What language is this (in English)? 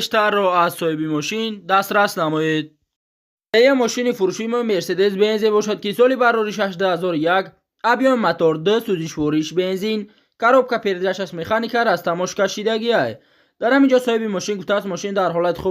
Tajik